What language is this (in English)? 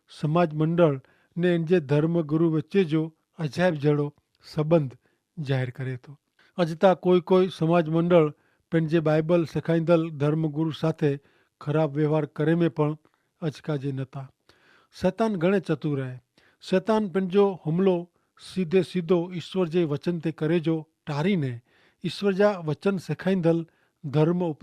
Kachhi